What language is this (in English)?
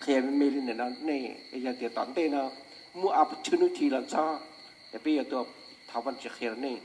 Hmong